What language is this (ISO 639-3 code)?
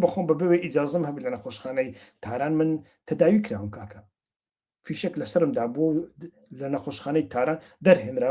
ckb